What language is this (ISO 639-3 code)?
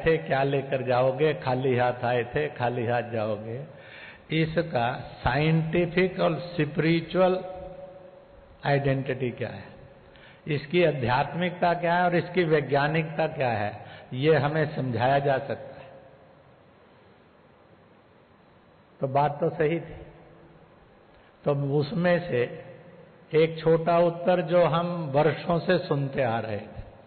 hin